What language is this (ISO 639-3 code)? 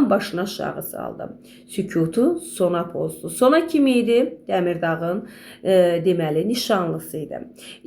aze